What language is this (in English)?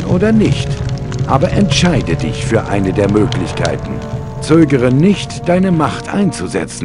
Bavarian